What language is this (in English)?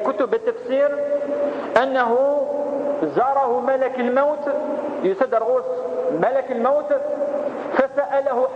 Kabyle